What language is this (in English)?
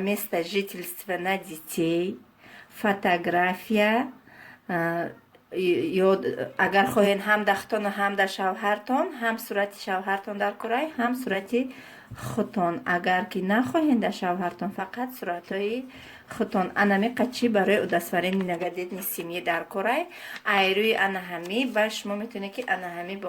Tajik